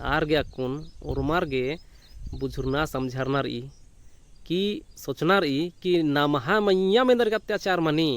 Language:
Kurukh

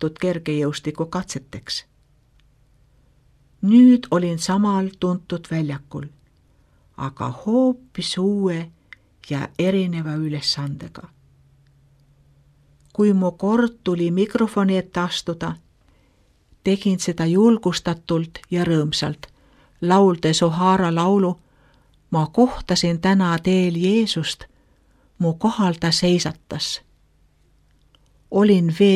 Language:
Estonian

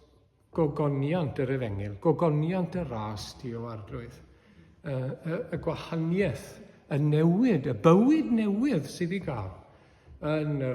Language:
Welsh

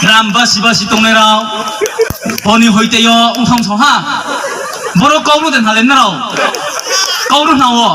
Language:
Riang (India)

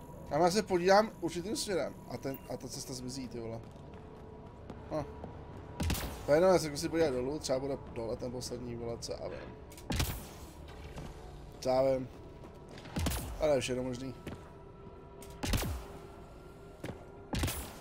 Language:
Czech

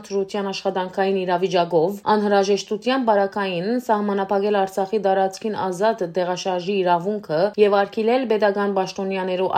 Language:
Western Armenian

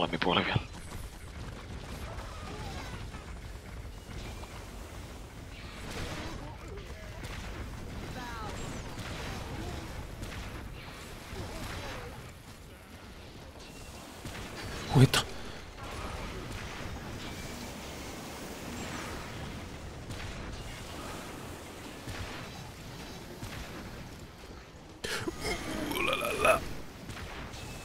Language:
Finnish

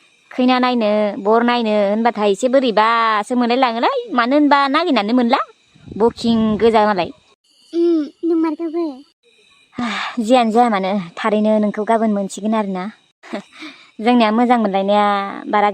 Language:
Bodo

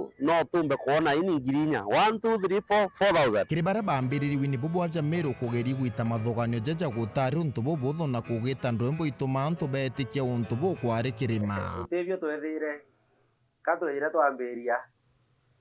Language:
Meru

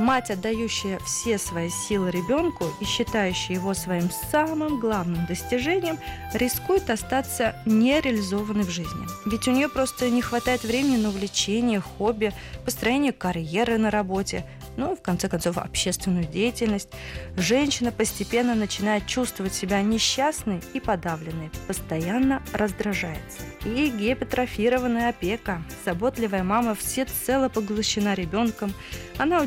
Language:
Russian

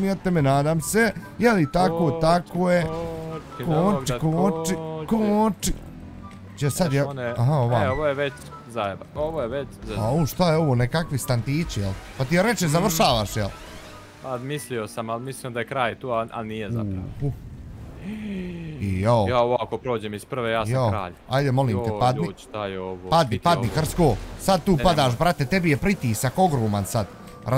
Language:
Bosnian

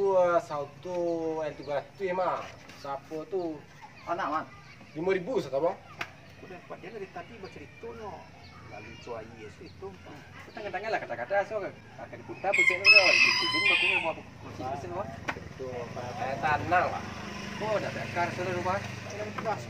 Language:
Minangkabau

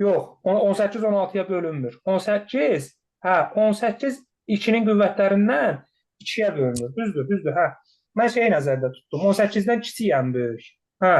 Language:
Azerbaijani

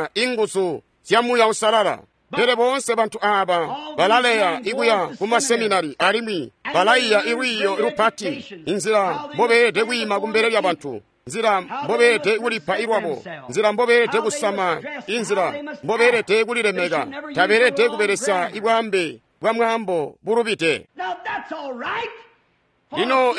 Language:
Tonga (Zambia)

